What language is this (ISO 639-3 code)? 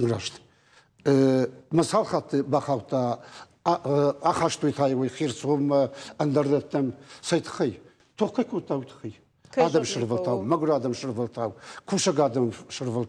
oss